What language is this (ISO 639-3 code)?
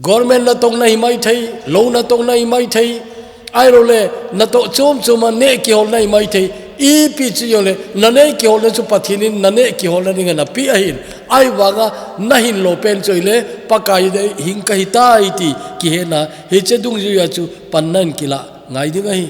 tcz